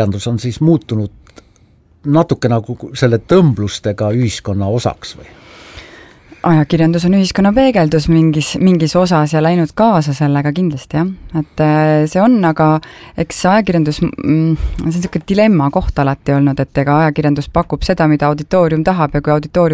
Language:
Estonian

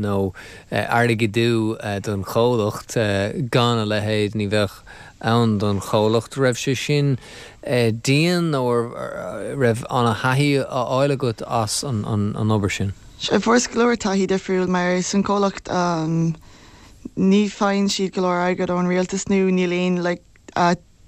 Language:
Irish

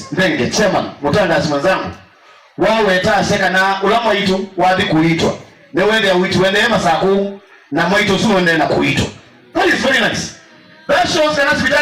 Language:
Kamba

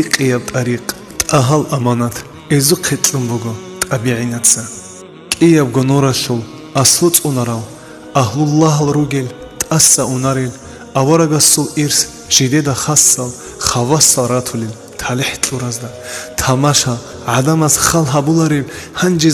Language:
Avaric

